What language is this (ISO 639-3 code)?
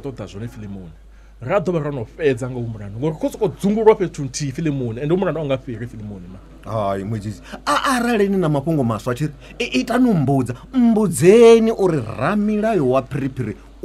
ven